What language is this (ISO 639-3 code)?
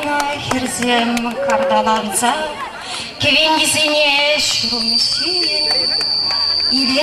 chv